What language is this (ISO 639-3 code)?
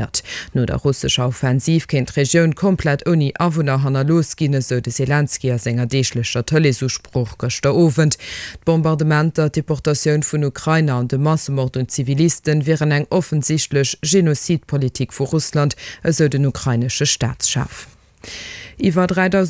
ltz